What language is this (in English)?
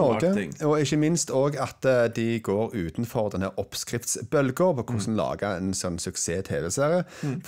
Norwegian